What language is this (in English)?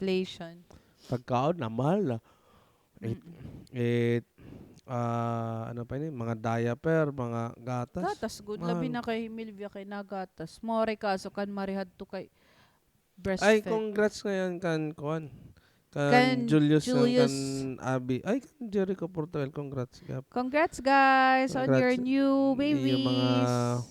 Waray